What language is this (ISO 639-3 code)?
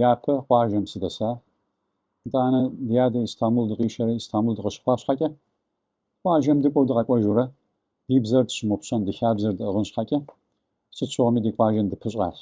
kbd